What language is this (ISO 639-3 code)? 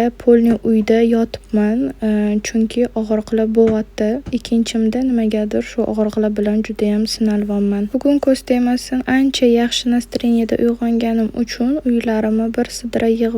uzb